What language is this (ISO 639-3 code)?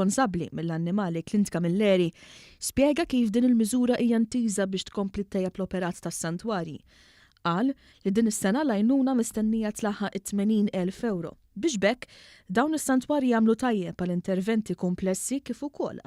mlt